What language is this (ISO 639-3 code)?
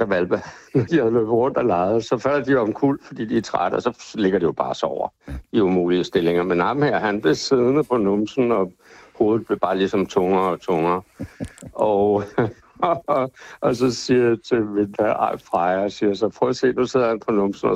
dan